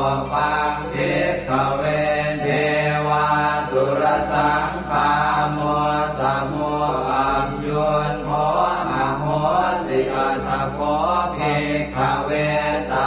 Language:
Pali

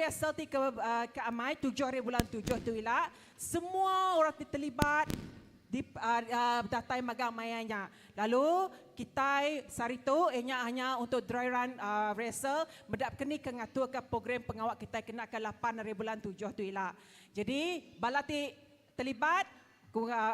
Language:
Iban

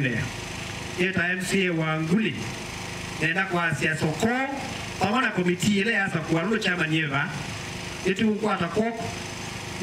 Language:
Kamba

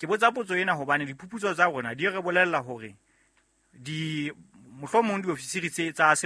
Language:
Southern Sotho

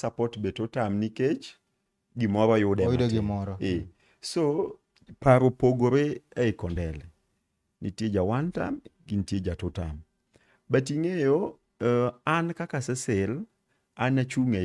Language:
Luo (Kenya and Tanzania)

